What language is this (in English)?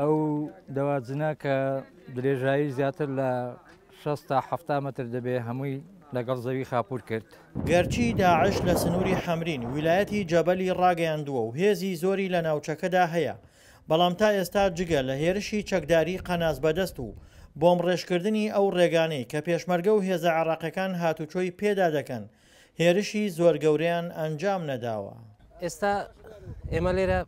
Central Kurdish